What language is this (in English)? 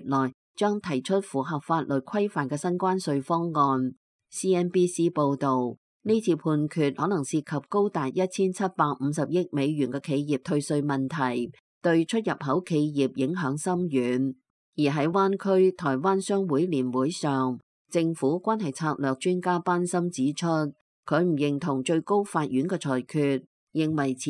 Cantonese